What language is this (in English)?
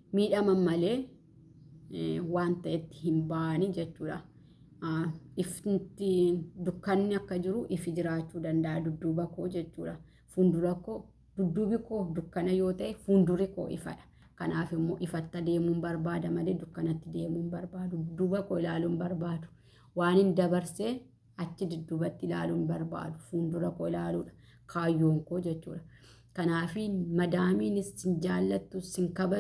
Oromo